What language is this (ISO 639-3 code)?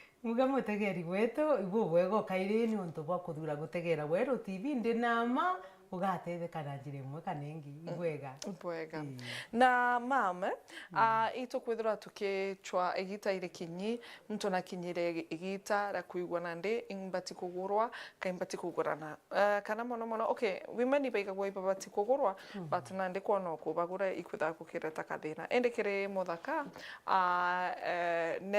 mer